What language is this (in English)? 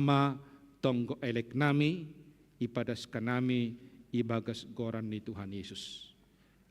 Batak Simalungun